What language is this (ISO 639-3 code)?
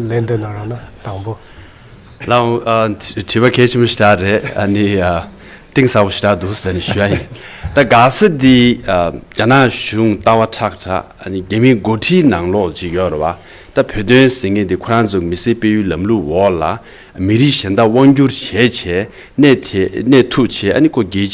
bod